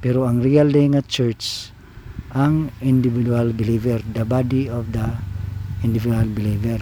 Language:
Cebuano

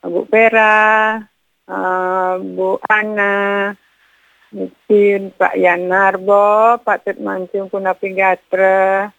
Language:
Balinese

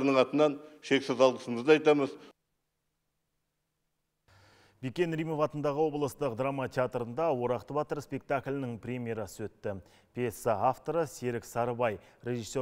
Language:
Kazakh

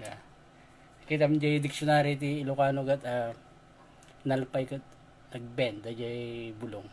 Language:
Iloko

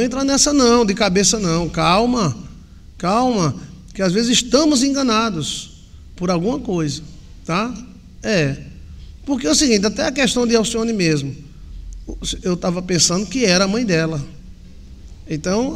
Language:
Portuguese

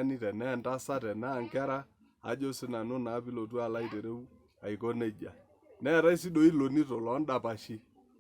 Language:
Masai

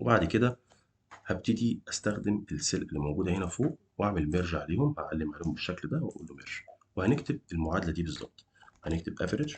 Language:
Egyptian Arabic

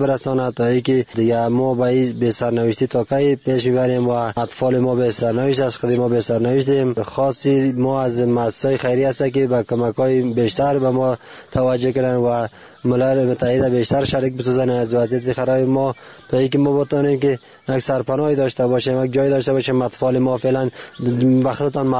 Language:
Persian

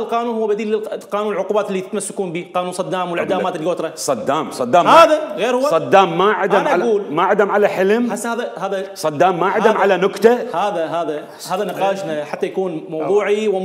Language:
Mesopotamian Arabic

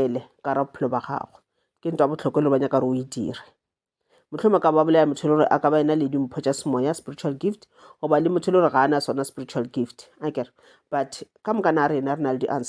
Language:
Northern Sotho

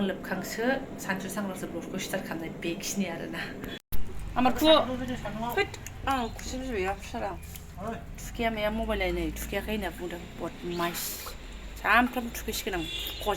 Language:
Bodo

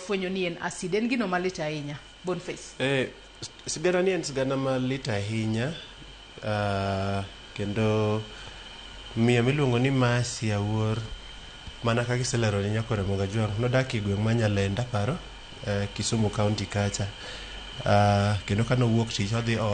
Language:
Luo (Kenya and Tanzania)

